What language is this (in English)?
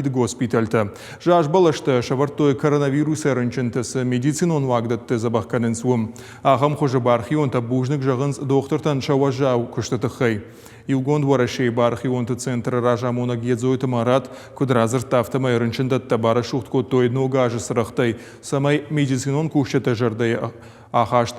Ossetic